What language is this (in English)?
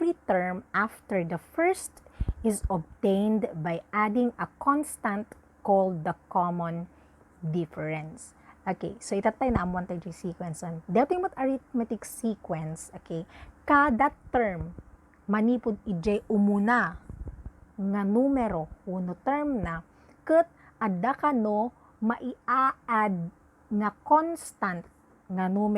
Iloko